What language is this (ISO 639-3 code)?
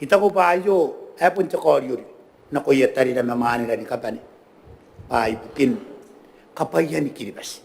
gil